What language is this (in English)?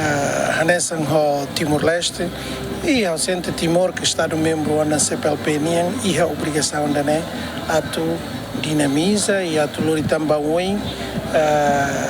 Tetum